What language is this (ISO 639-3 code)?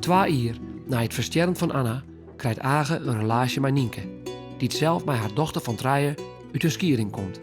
fry